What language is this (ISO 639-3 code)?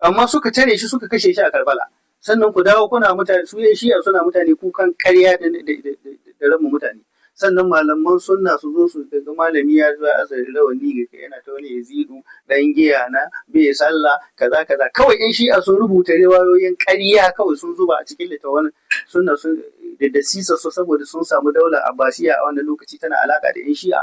hau